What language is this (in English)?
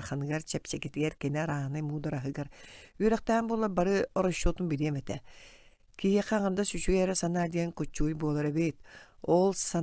Yakut